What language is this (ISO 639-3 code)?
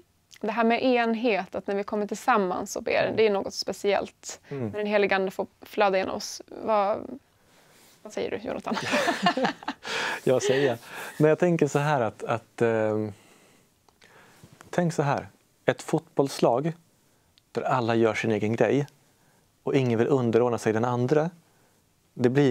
swe